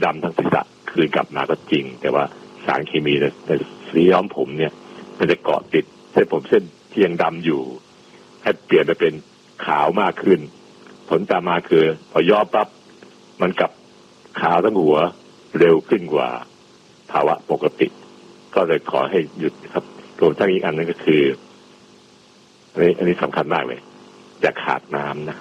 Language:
Thai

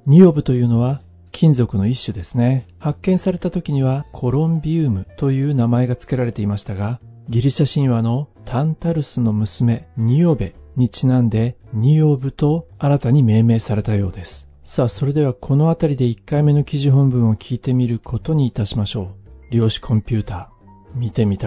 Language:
Japanese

